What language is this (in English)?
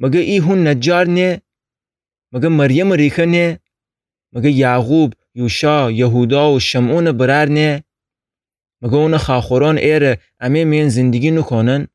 Gilaki